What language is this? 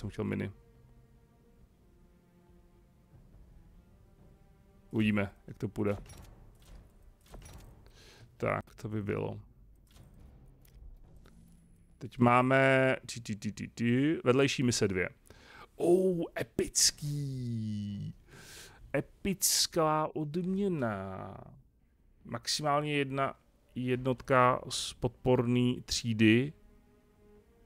Czech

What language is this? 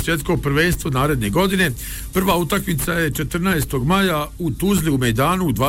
Bosnian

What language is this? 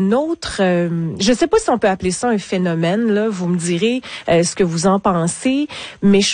French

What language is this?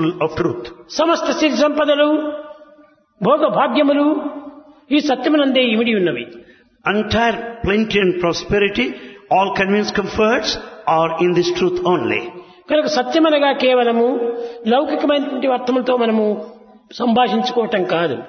Telugu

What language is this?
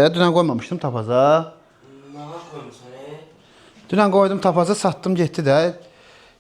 Azerbaijani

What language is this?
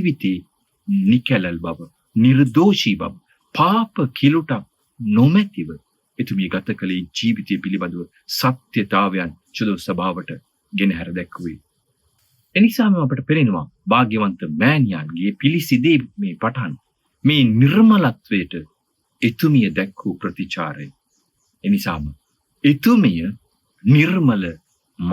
Sinhala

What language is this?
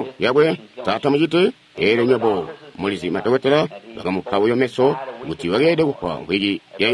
Tonga (Zambia)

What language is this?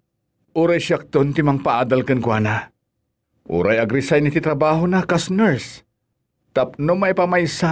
Iloko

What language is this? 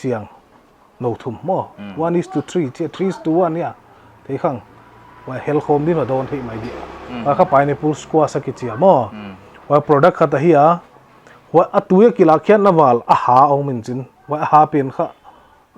Paite Chin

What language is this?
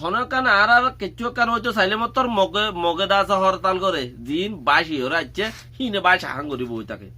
Rohingya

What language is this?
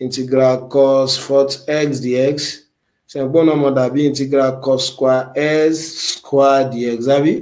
Yoruba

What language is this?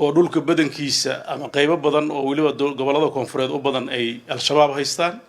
Somali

